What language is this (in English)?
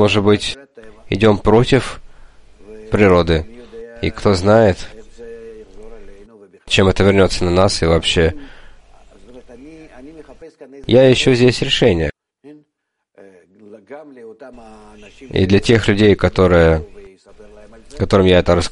Russian